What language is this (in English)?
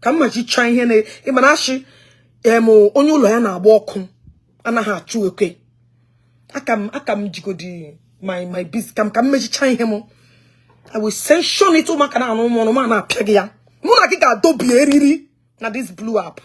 Igbo